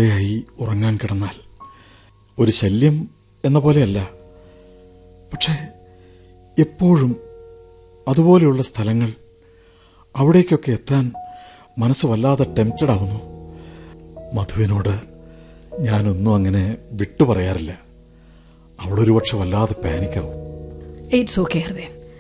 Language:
Malayalam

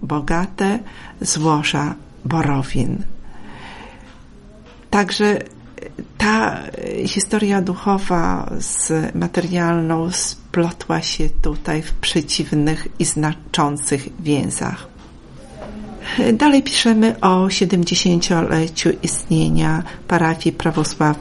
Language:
Polish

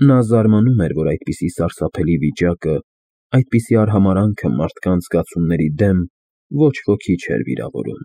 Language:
Armenian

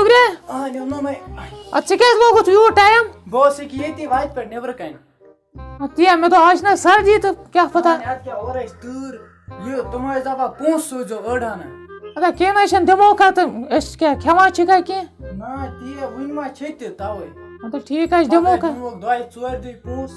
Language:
Kashmiri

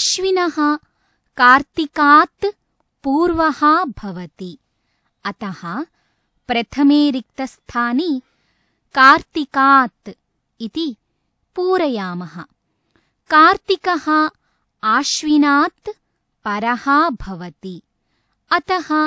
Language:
Sanskrit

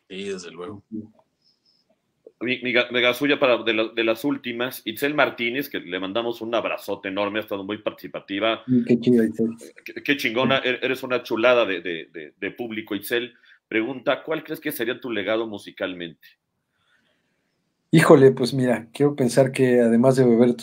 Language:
Spanish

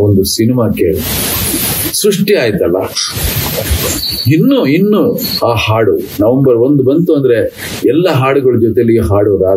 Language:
Kannada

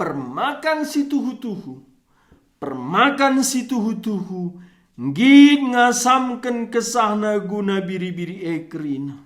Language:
Batak Karo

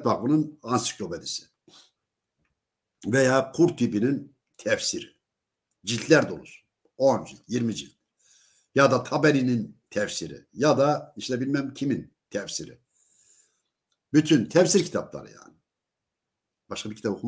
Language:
Turkish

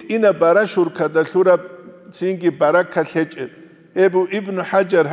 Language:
Avaric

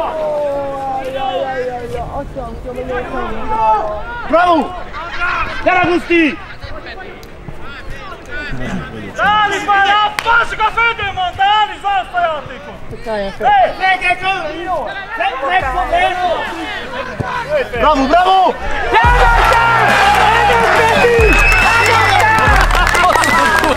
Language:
Hungarian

